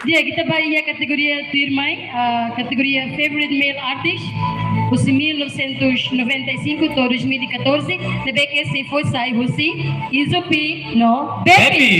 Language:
Tetum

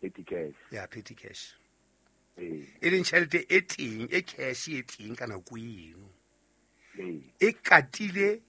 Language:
Southern Sotho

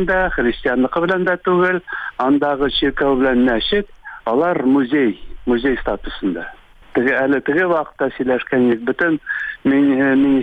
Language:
Tatar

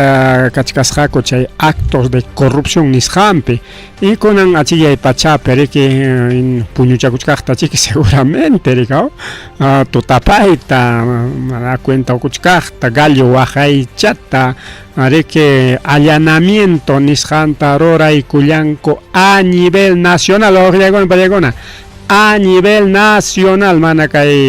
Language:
Ayacucho Quechua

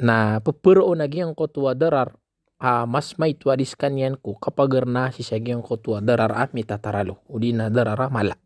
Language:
Maranao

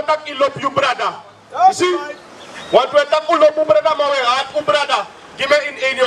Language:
Sranan Tongo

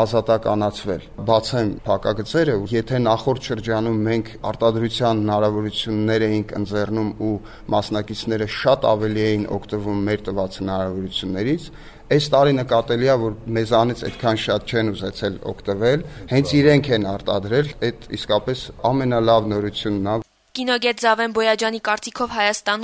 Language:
Armenian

